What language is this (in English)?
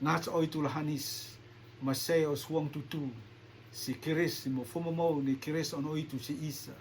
Rotuman